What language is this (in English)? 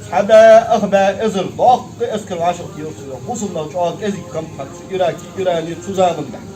Ingush